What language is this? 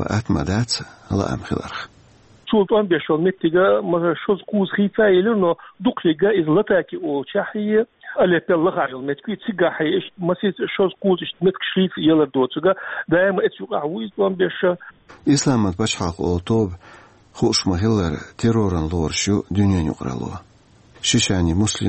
Chechen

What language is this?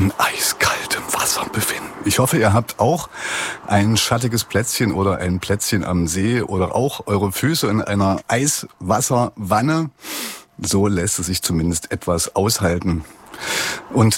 German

